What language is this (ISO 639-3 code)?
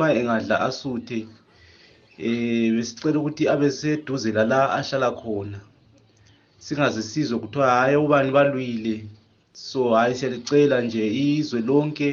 nde